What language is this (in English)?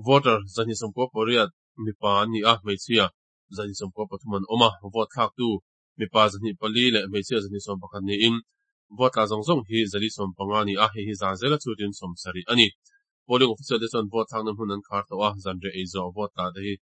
Mizo